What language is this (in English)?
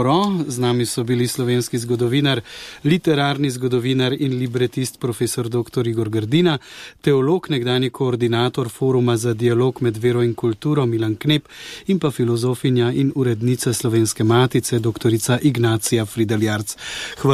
Slovenian